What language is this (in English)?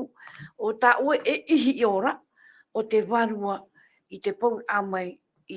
Tahitian